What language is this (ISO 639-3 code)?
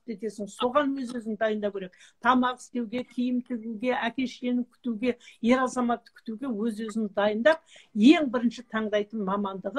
kaz